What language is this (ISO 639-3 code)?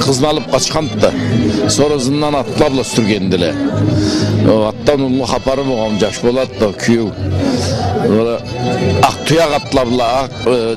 krc